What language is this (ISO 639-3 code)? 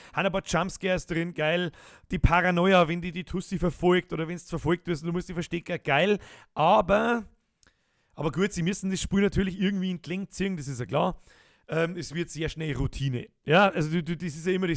bar